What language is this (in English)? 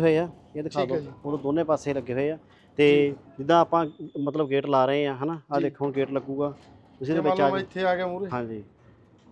Punjabi